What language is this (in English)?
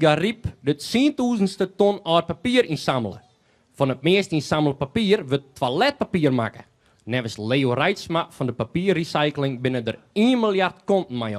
Western Frisian